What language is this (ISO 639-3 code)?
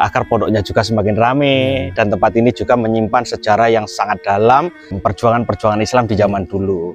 ind